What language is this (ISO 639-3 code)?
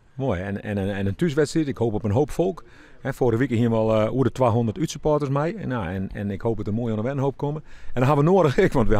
fry